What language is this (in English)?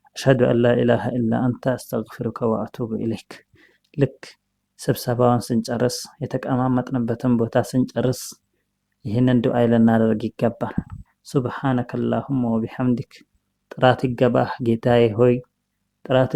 Amharic